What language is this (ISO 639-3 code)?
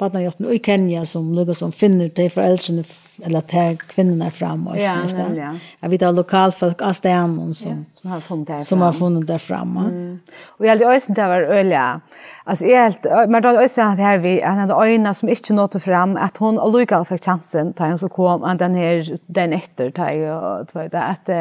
fao